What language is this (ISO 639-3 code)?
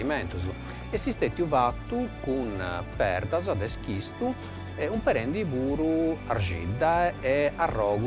srd